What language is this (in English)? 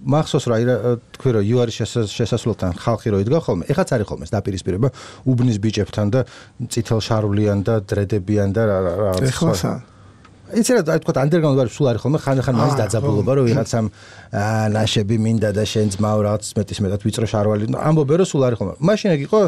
Georgian